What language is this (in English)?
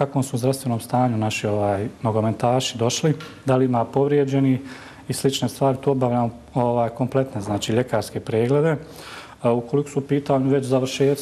Bosnian